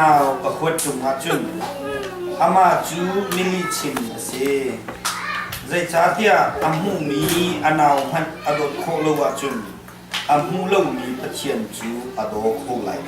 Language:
Hakha Chin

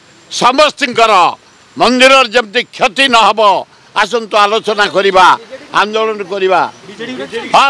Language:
Odia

